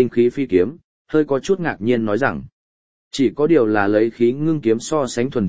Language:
Vietnamese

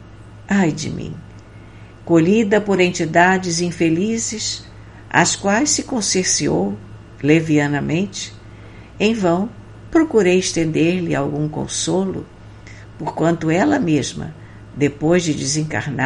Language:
Portuguese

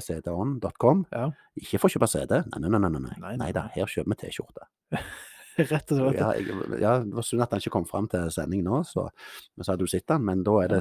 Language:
Norwegian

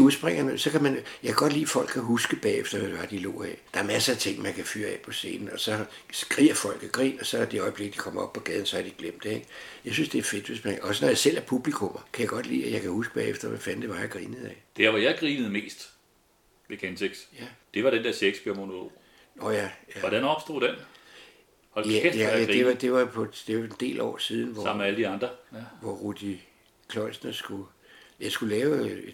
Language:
Danish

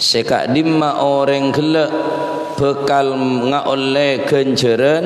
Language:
Madurese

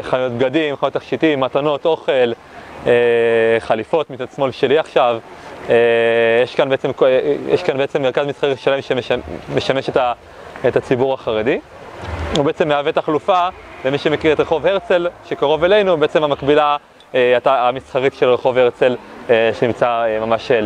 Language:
Hebrew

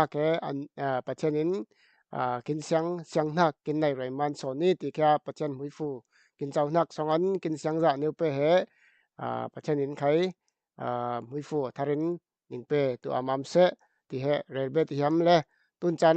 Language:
Falam Chin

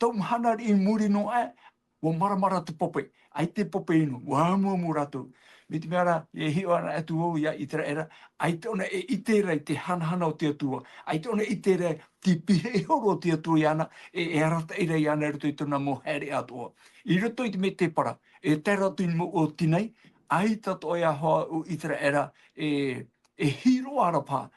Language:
Tahitian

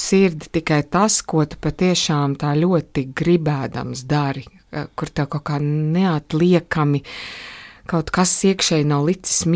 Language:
Latvian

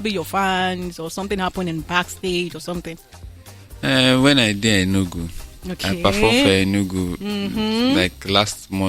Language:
Nigerian Pidgin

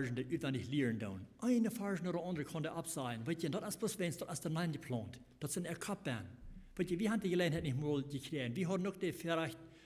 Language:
Plautdietsch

